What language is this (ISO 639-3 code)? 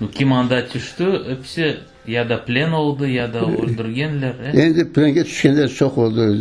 crh